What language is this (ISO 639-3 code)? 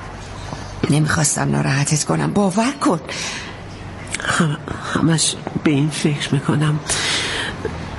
fas